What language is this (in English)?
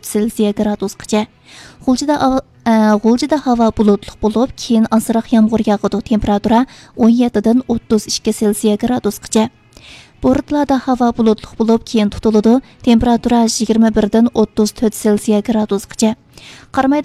Uyghur